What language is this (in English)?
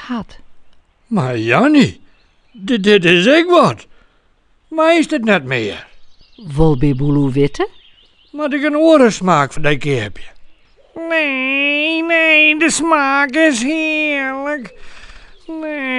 Western Frisian